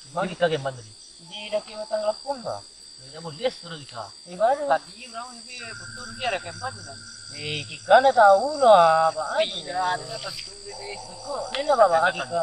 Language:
Minangkabau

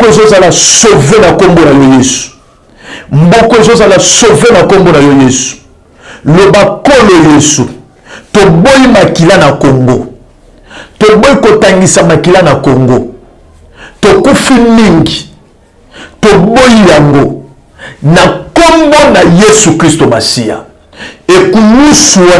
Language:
Lingala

